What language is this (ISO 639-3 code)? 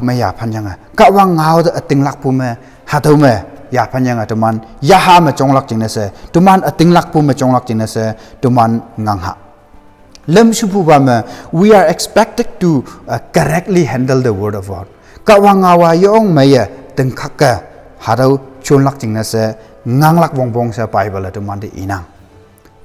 nbe